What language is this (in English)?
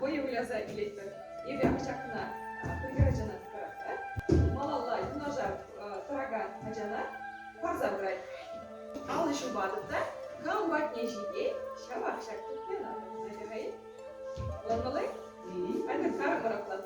Chuvash